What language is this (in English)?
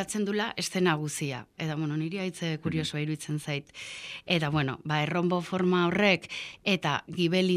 Basque